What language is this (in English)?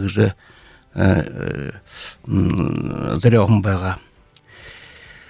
Buriat